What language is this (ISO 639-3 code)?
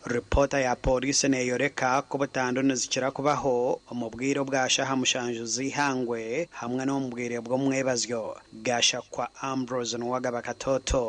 nyn